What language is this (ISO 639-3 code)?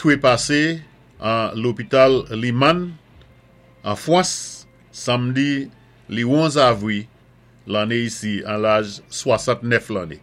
acf